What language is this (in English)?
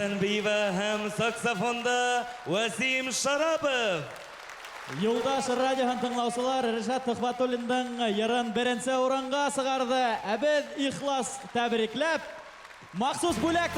Bashkir